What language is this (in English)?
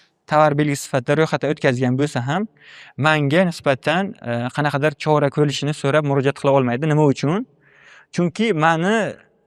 Uzbek